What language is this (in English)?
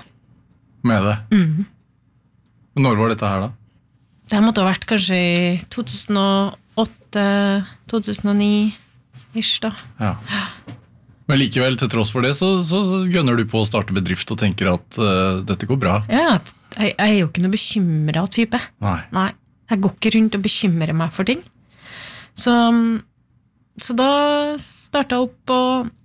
Norwegian